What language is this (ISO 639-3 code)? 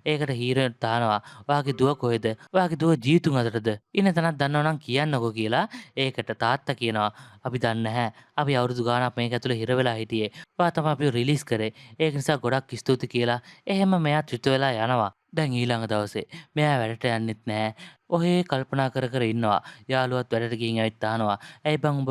sin